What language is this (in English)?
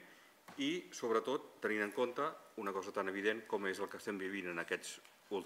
Catalan